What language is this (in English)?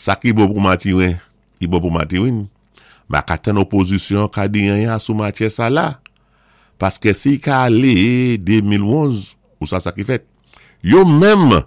Saint Lucian Creole French